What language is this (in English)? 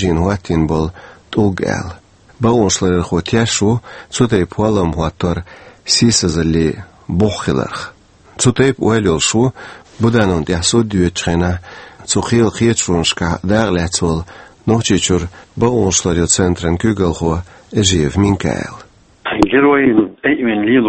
Chechen